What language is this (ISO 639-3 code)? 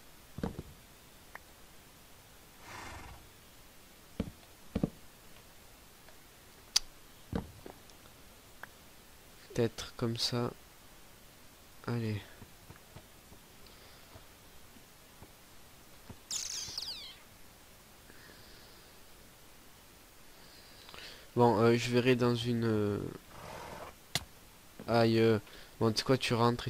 fra